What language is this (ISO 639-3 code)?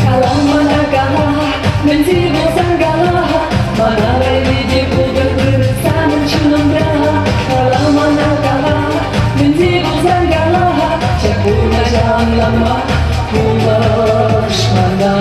chv